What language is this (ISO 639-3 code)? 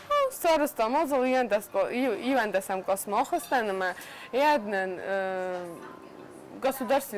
oss